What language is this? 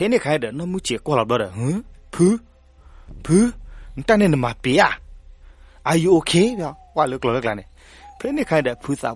S'gaw Karen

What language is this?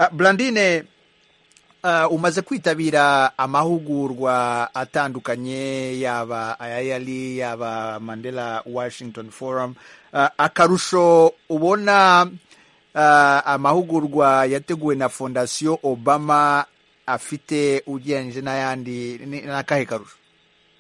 Kinyarwanda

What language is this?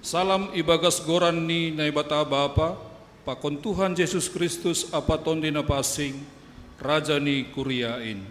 Batak Simalungun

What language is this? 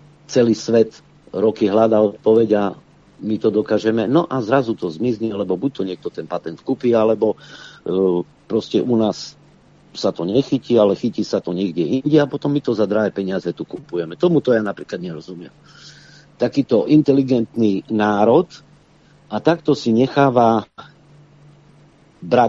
Slovak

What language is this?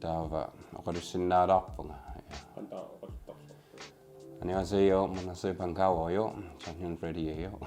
Kalaallisut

